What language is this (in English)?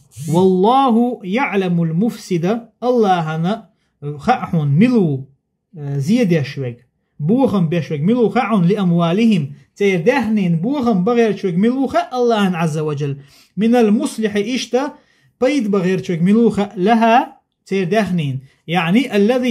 Chechen